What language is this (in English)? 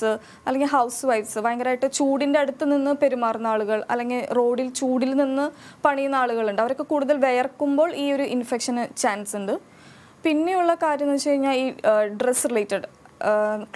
Malayalam